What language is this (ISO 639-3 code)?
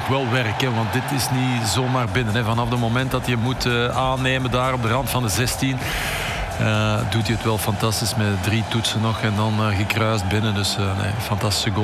nld